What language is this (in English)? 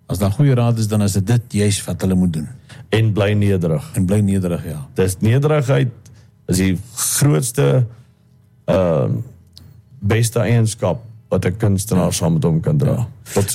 Afrikaans